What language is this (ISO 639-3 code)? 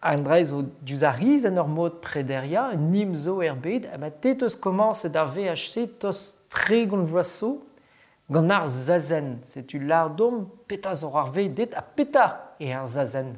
bre